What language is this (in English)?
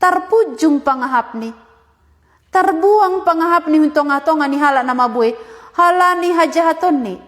Batak Simalungun